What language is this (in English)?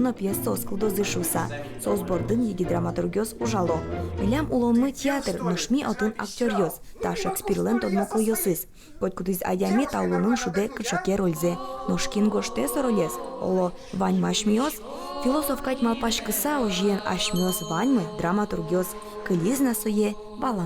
Udmurt